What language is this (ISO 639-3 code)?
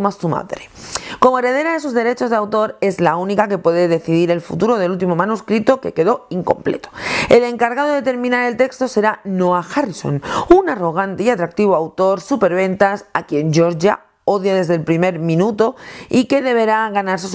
spa